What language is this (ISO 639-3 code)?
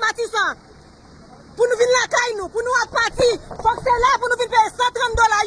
hat